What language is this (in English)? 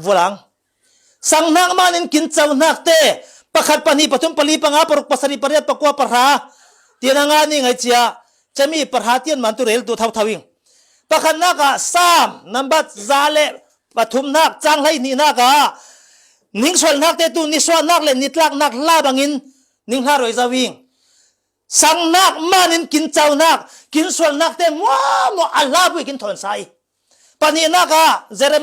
Falam Chin